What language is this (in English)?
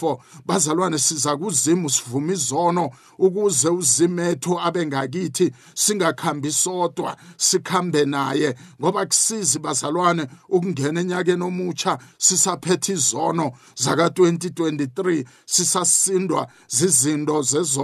South Ndebele